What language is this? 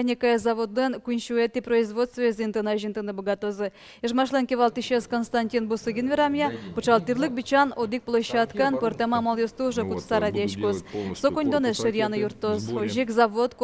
Udmurt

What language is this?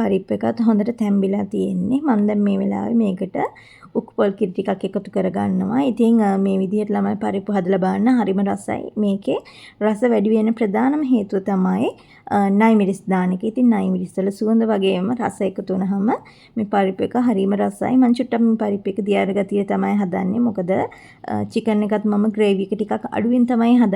Sinhala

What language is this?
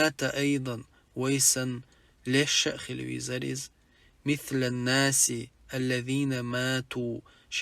Chechen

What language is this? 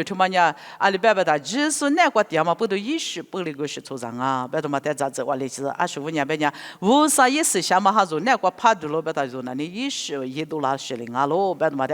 Lisu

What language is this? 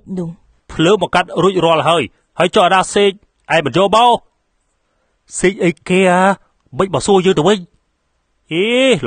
Khmer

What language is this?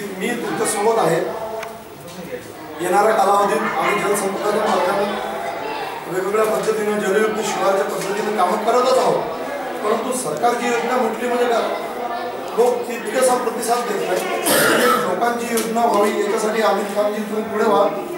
Marathi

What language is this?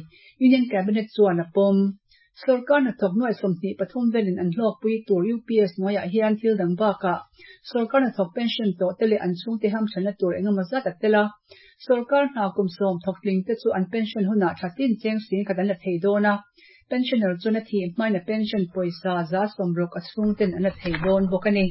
Mizo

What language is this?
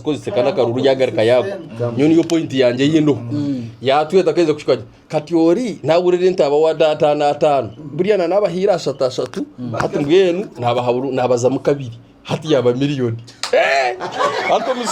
Nyankole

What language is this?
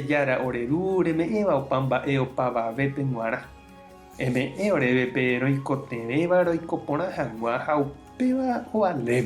Guarani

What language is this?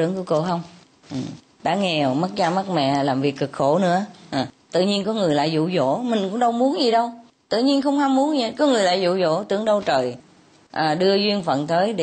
Vietnamese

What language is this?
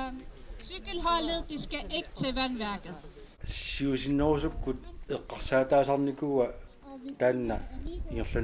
Kalaallisut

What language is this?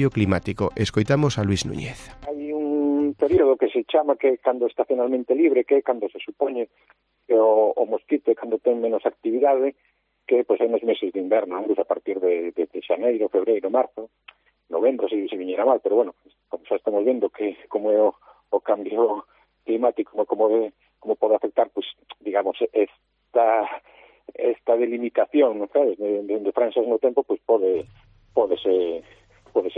Galician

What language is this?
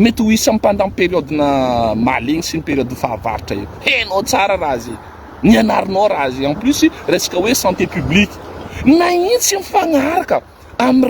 Malagasy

